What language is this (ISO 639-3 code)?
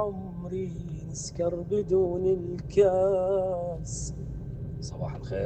acm